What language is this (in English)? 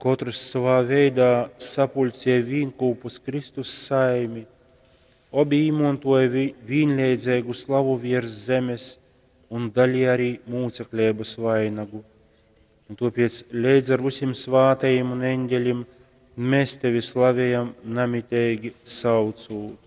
Latgalian